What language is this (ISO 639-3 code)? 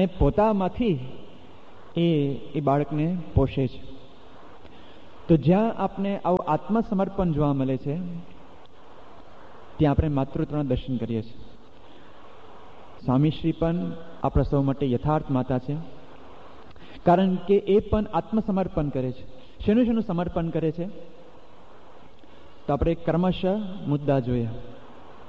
guj